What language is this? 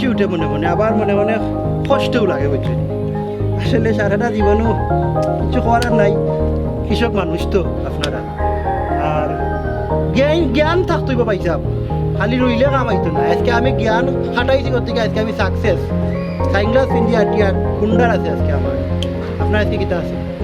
Sylheti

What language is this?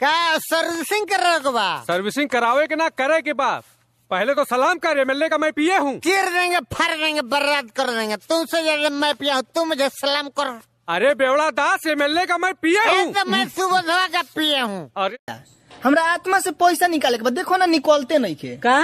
Bhojpuri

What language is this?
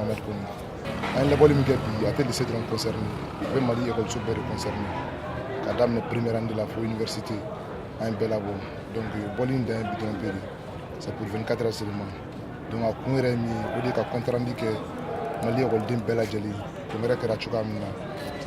Bambara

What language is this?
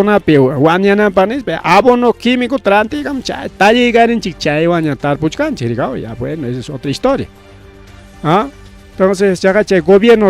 Ayacucho Quechua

